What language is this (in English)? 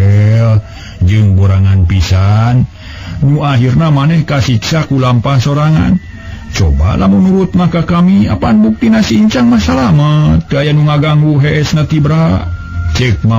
Sundanese